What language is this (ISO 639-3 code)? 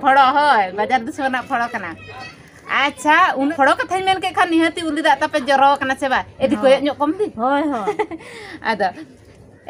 sat